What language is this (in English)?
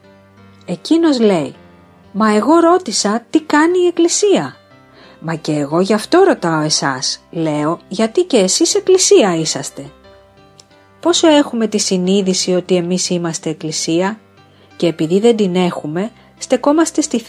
Greek